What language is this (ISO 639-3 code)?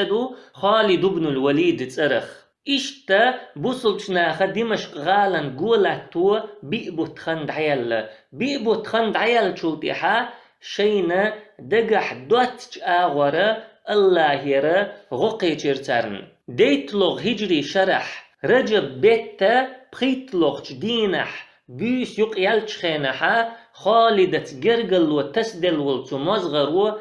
che